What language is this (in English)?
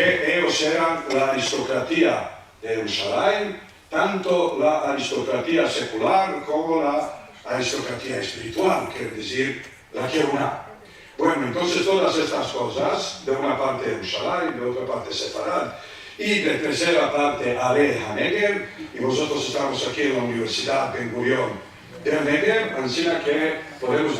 Ladino